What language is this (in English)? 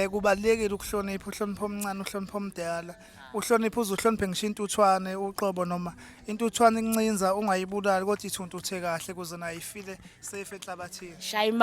Zulu